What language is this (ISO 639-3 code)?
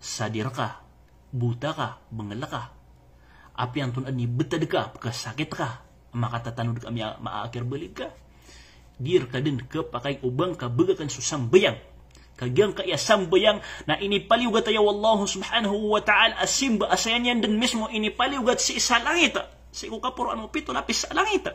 mrw